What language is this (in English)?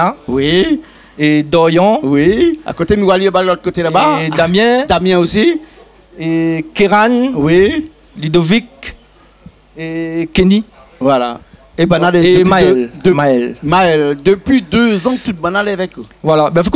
Réunion Creole French